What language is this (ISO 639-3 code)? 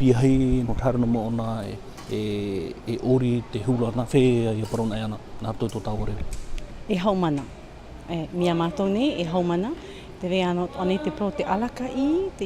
tah